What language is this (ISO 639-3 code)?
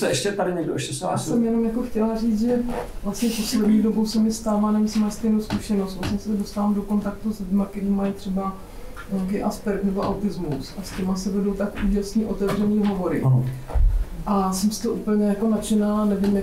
ces